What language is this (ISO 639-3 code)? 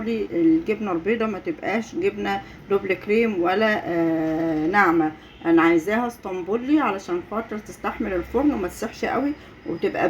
arz